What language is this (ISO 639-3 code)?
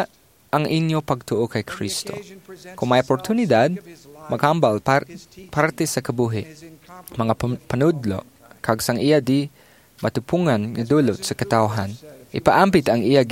hil